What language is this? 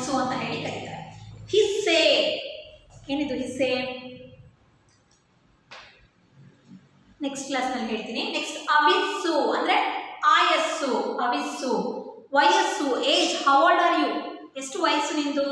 Kannada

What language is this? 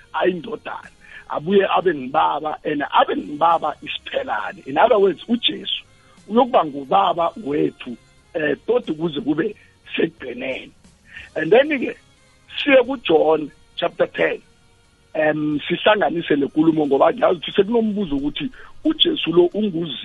South Ndebele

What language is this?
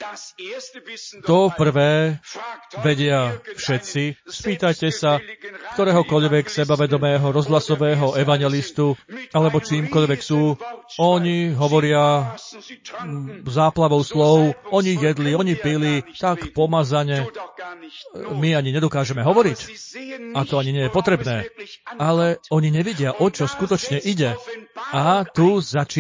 Slovak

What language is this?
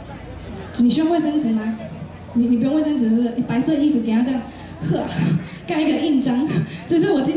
Chinese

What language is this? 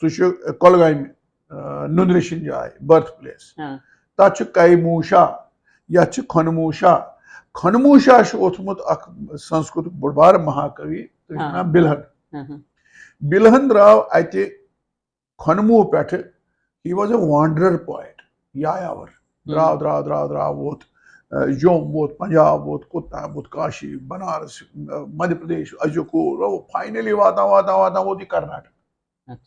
Kashmiri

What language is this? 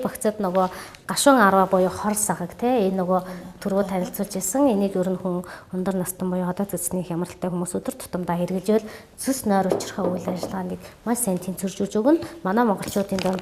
Mongolian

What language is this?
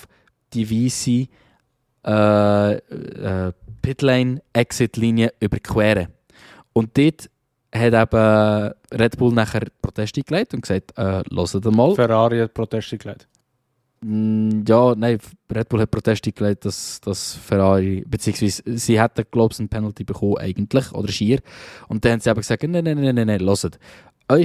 Swiss German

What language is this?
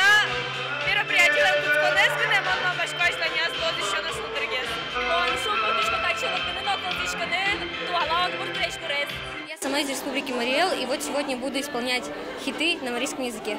Udmurt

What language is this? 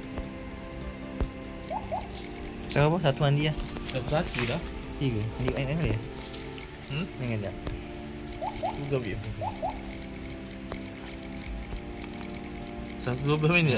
Malay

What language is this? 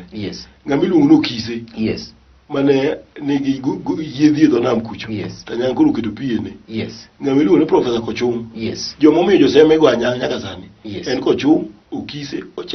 Luo (Kenya and Tanzania)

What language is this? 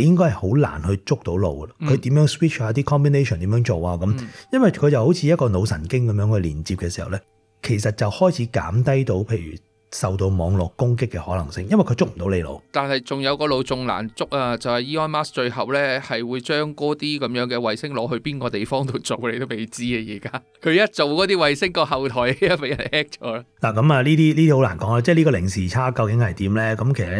Cantonese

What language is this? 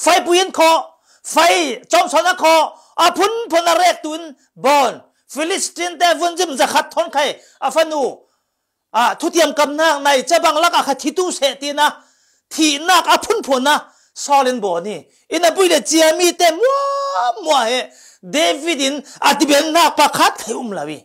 Falam Chin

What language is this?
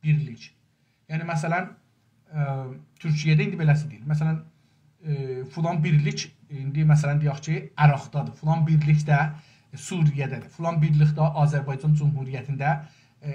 South Azerbaijani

